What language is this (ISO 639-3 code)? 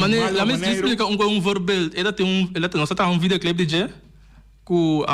pap